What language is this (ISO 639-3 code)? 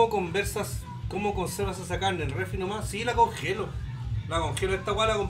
spa